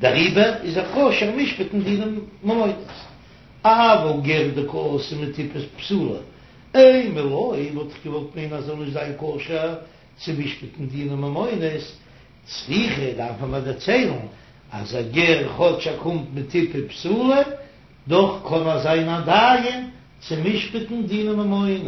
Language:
Yiddish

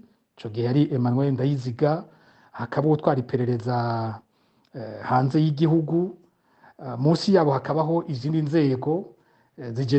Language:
Rundi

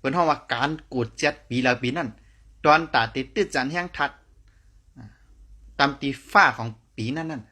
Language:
Shan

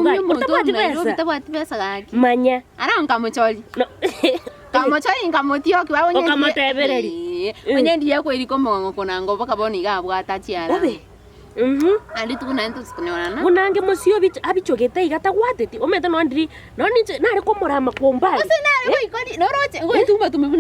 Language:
Gusii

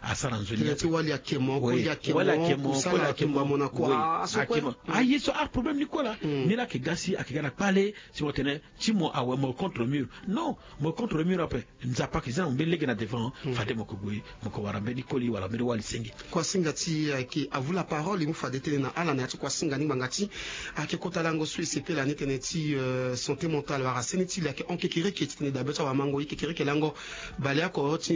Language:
Sango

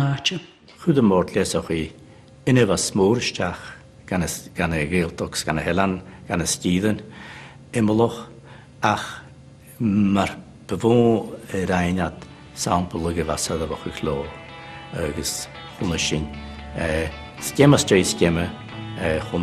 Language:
Scottish Gaelic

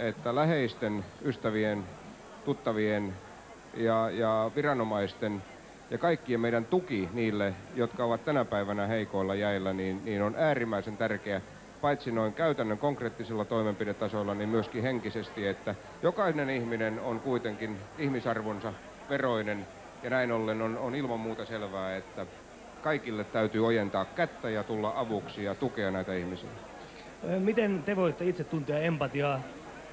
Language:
Finnish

